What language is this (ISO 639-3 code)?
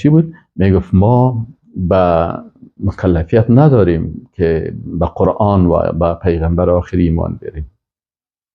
fas